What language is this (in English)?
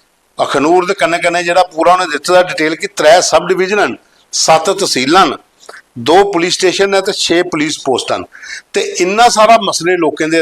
Dogri